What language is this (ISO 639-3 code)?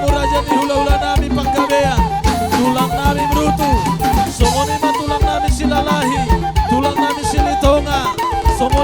bbc